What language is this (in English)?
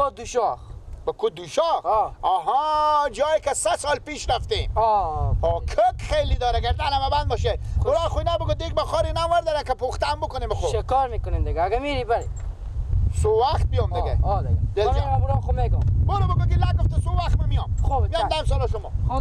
Persian